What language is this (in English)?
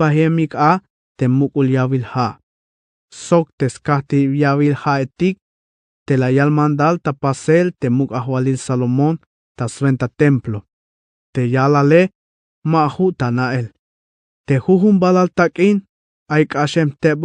Tzeltal